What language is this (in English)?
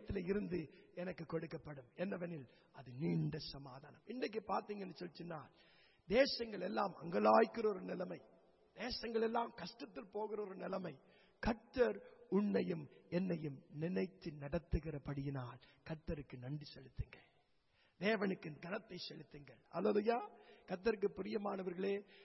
Tamil